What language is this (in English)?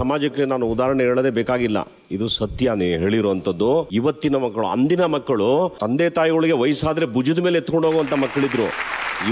Kannada